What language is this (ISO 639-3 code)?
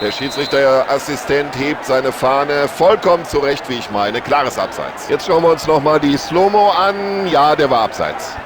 bar